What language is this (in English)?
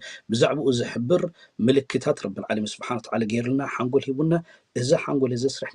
Tigrinya